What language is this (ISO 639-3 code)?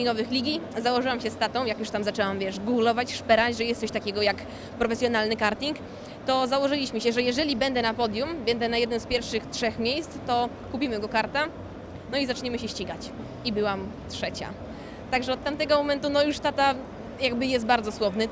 pol